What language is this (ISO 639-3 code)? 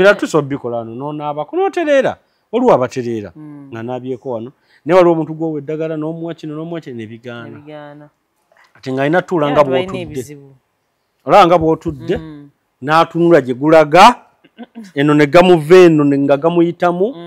lug